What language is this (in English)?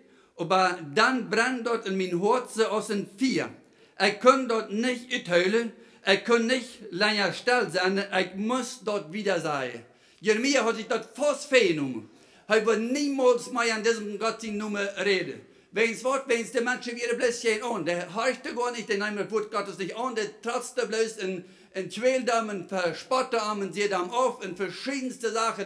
Plautdietsch